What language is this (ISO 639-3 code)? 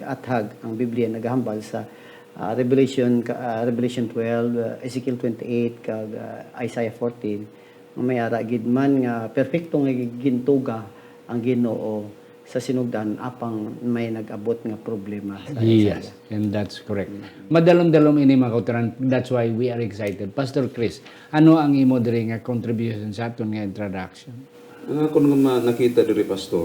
hil